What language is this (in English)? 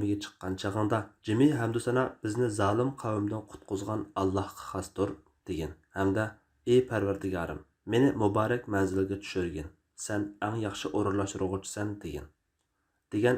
Uyghur